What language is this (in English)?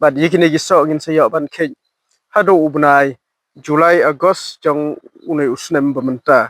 Khasi